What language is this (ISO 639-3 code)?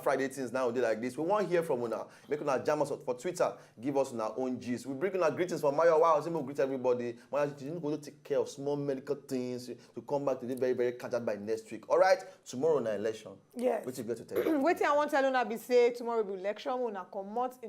pcm